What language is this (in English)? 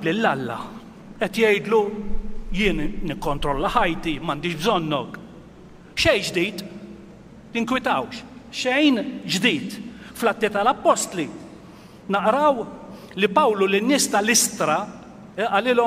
Maltese